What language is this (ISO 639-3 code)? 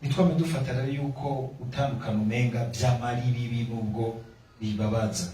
run